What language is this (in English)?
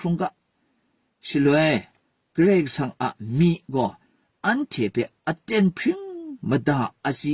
Kachin